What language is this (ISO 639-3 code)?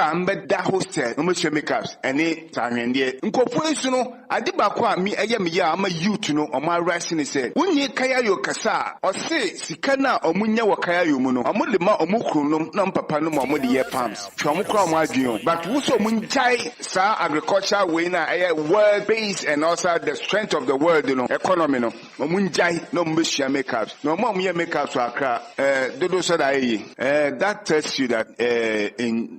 aka